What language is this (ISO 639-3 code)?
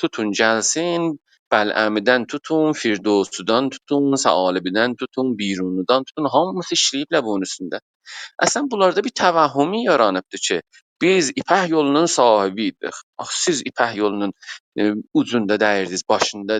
azb